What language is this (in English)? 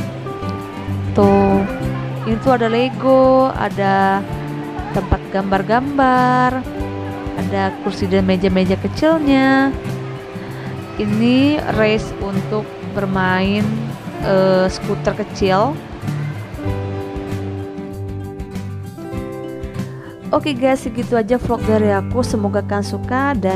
Indonesian